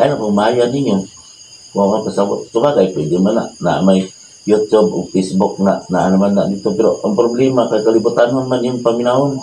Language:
Cebuano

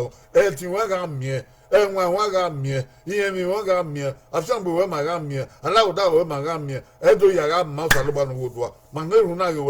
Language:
Bini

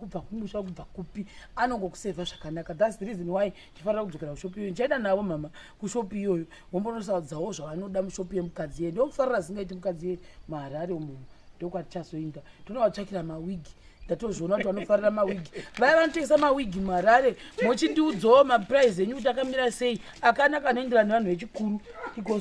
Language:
Shona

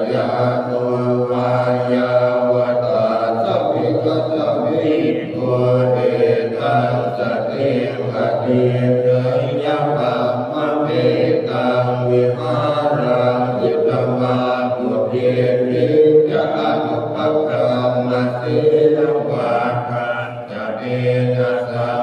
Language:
Pali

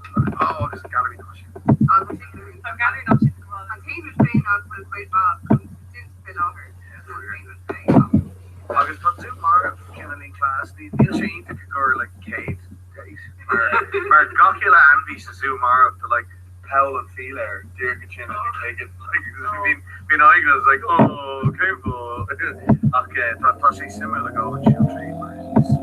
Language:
Irish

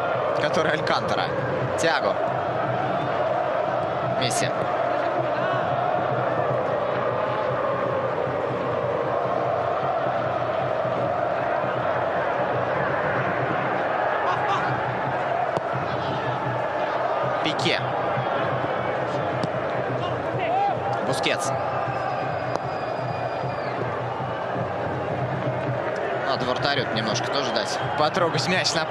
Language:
Russian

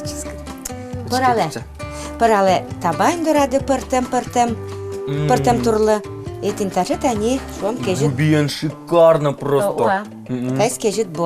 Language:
Udmurt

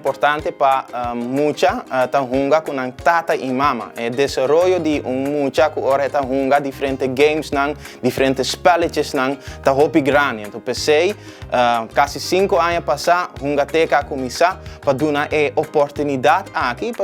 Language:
Papiamento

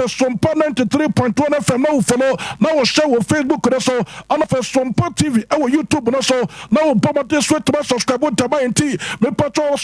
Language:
Akan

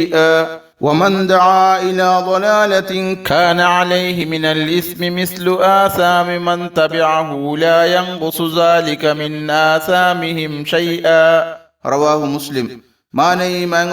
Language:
Divehi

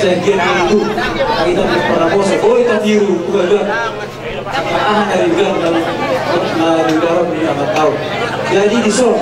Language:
Batak Toba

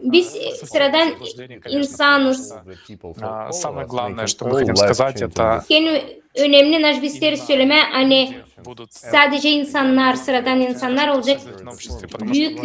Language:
Gagauz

